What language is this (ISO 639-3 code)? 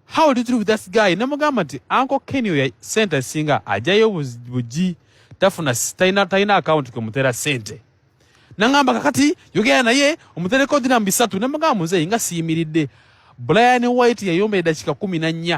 lug